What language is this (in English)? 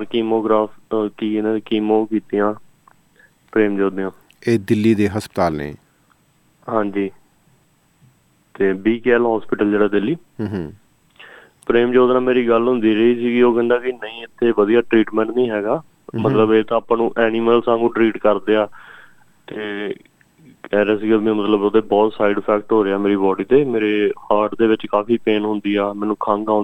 Punjabi